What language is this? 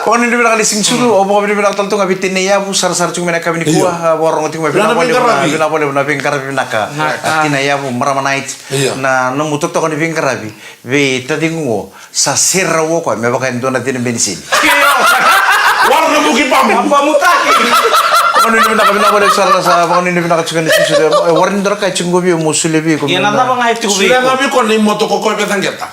Fijian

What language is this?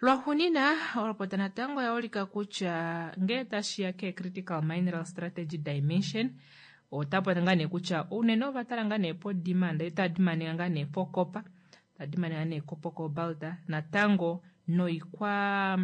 Kuanyama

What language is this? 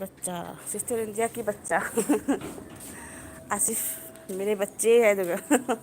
Manipuri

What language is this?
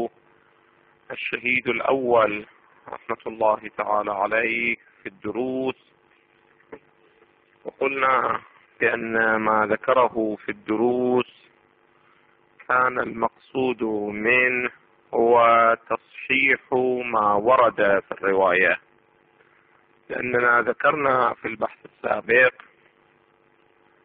Arabic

